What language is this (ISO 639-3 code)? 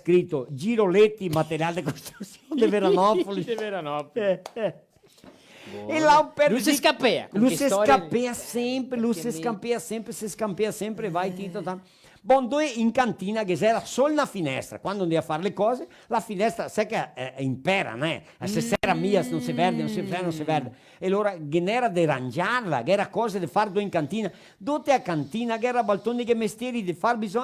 vec